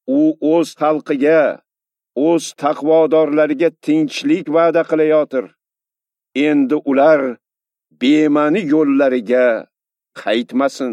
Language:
Uzbek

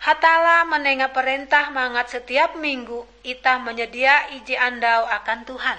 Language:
Ngaju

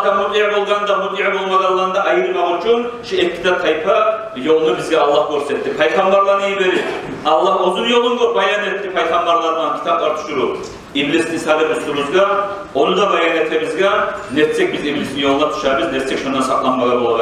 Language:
Kumyk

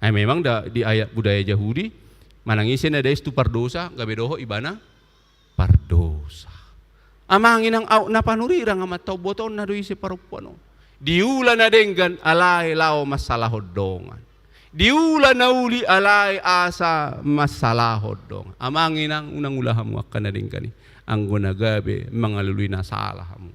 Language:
Batak Toba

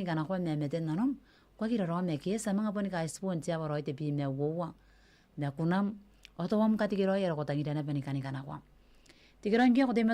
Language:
Gilbertese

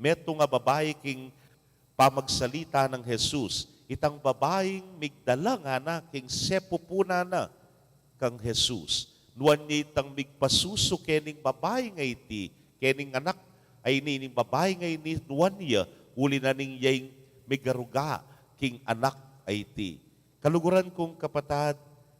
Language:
Pampanga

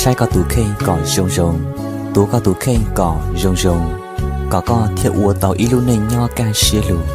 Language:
Hmong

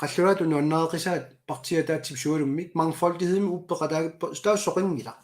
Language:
Kalaallisut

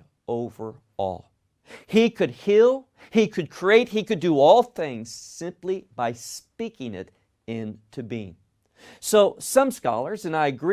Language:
English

